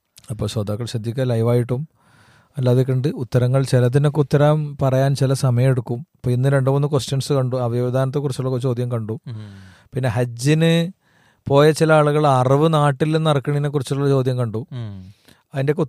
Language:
Malayalam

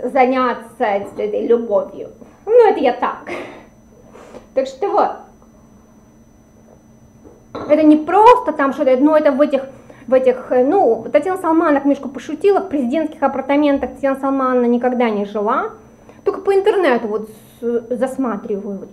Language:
Russian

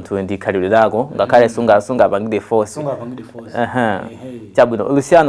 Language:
Nyanja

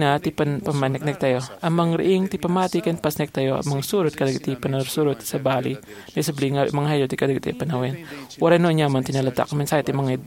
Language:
Iloko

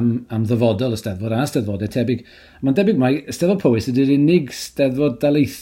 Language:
Welsh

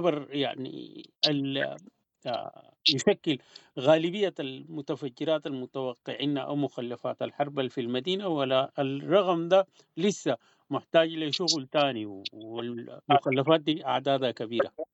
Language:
Sudanese Arabic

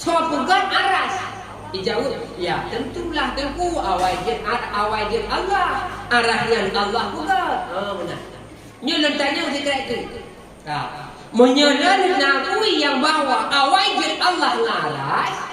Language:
Achinese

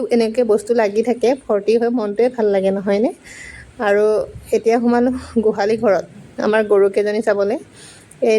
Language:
Assamese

